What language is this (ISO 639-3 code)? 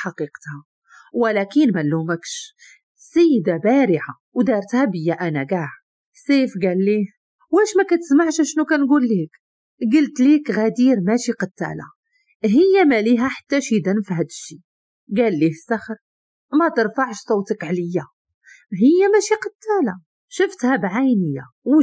ary